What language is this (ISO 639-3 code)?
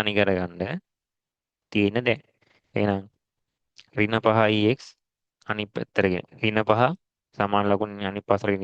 sin